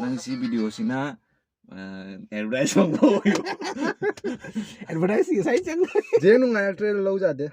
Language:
Manipuri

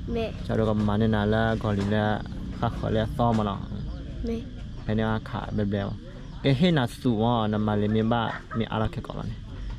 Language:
S'gaw Karen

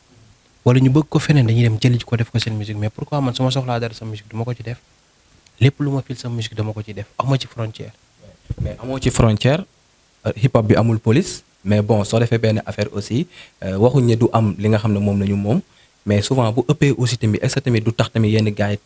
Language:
Wolof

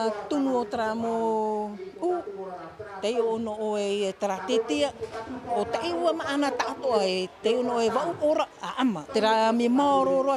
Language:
Tahitian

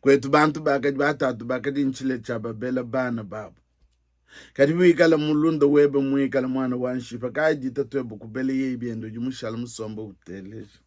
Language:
Luba-Lulua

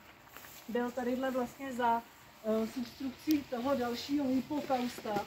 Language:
Czech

